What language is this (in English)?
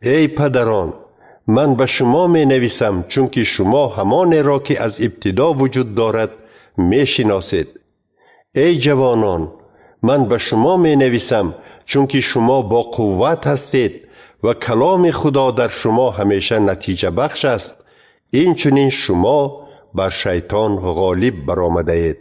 Tajik